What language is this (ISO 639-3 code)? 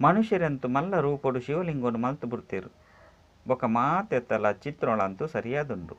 tcy